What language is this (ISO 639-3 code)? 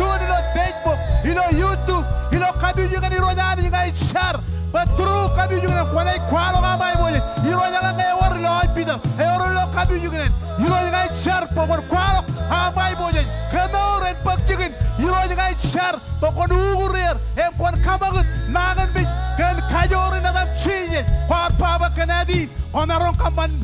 mah